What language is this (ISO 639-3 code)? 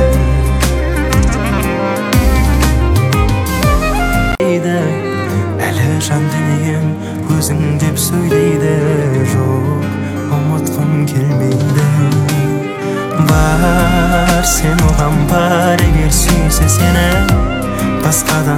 kaz